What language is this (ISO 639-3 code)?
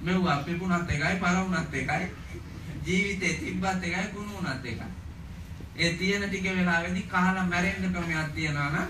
sin